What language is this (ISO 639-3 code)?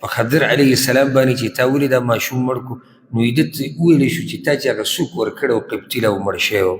pus